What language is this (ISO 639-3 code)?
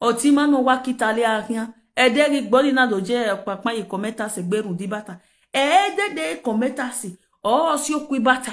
pcm